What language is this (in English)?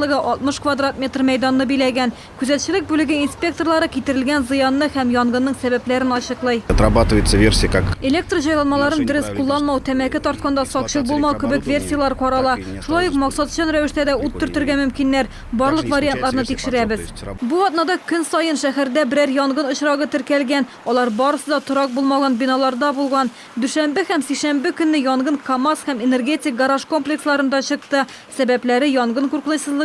Tatar